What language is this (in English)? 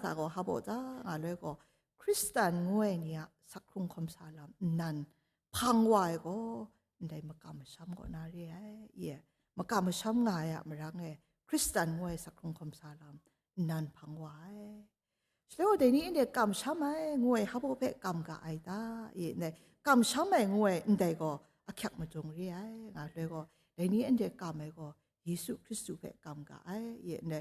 Kachin